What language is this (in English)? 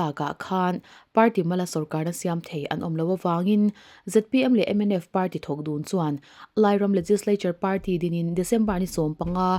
Mizo